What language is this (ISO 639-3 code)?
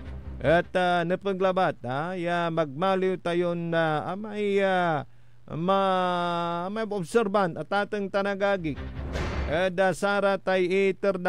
pag